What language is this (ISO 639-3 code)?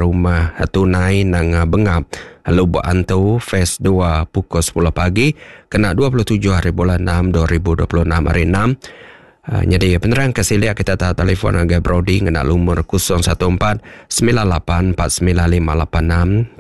iba